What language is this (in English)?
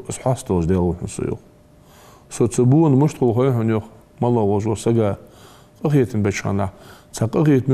Ingush